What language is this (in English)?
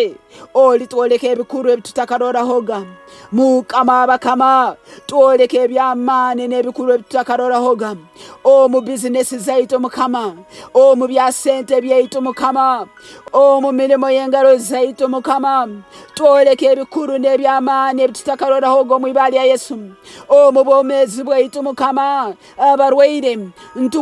Nyoro